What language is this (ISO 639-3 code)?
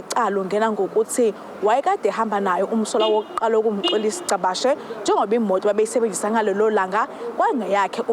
zul